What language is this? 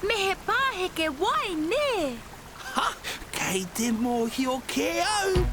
Māori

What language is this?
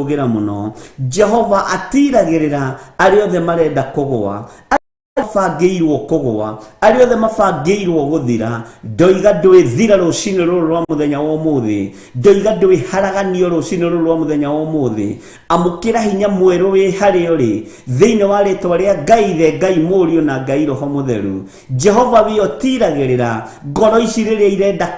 Kikuyu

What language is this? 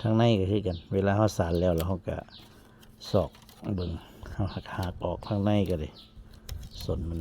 Northeastern Thai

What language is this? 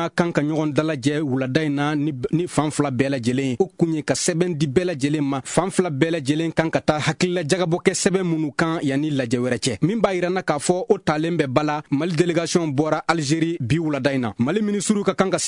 Bambara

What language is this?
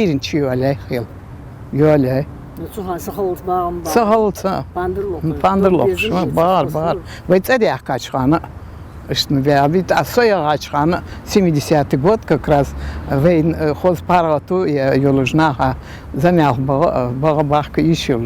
Ingush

